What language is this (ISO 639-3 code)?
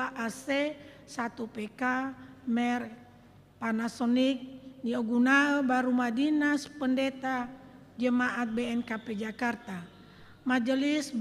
nia